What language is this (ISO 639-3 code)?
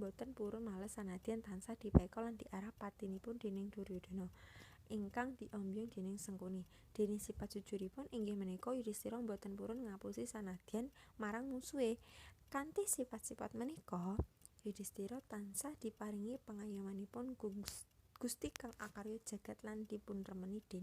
jav